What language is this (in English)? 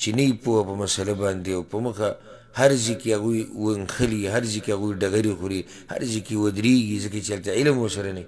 Pashto